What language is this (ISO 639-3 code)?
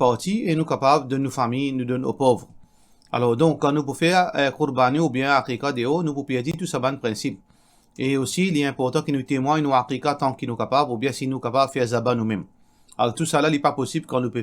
mfe